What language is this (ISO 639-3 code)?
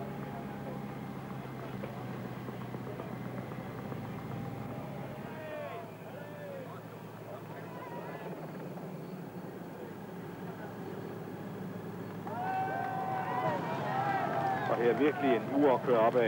dan